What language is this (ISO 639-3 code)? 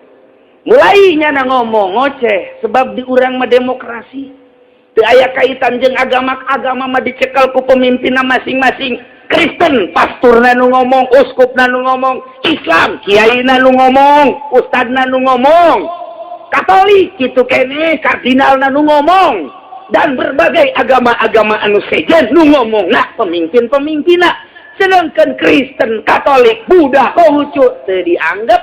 sun